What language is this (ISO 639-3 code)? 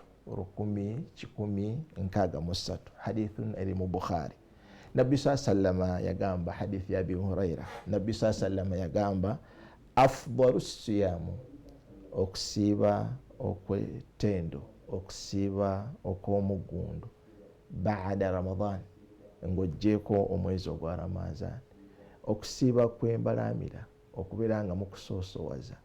lug